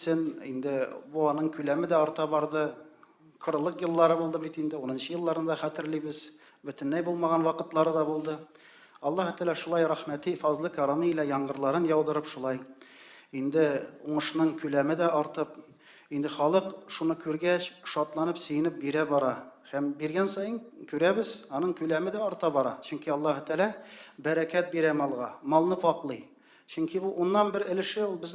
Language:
Tatar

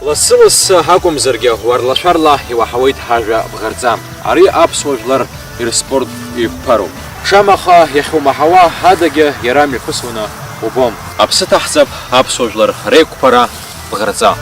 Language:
Abkhazian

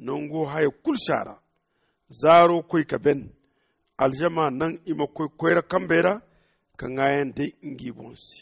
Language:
Zarma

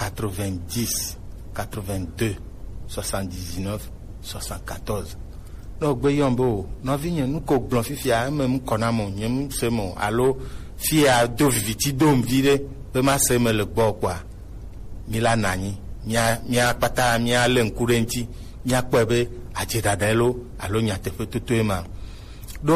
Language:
Gen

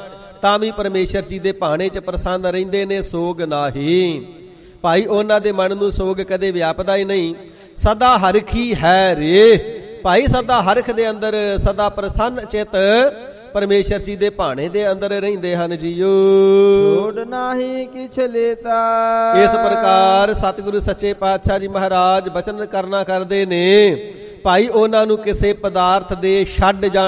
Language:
Punjabi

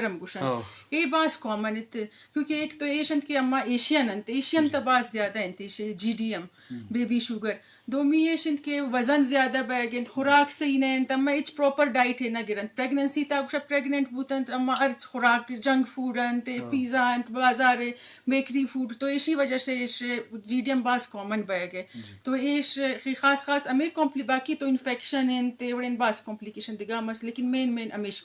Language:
Eastern Balochi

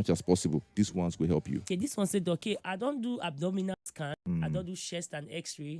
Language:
Nigerian Pidgin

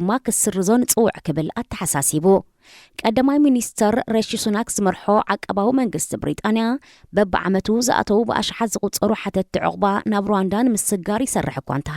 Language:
Tigrinya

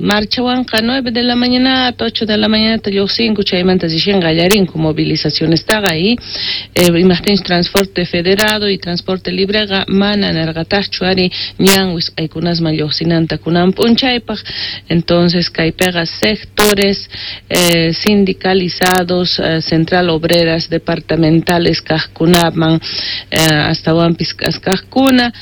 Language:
South Bolivian Quechua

